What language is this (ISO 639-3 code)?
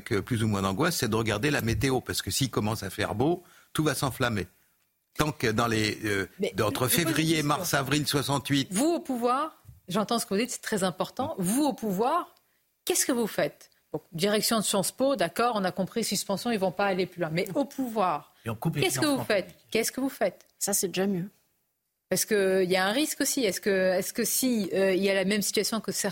fra